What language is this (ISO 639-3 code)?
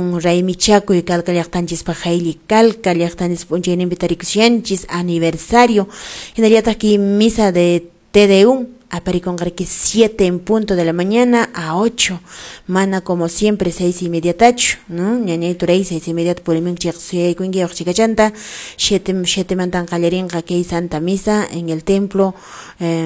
que